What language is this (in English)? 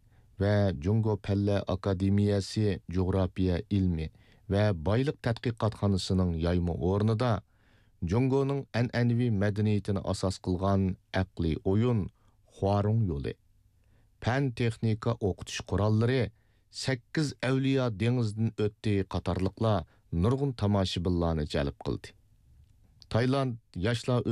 Uyghur